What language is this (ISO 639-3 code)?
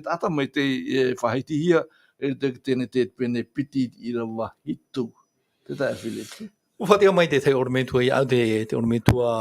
tah